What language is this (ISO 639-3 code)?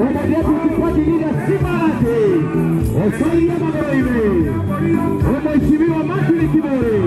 guz